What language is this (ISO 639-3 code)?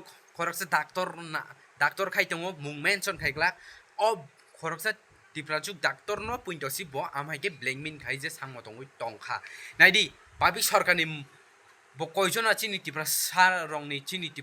trp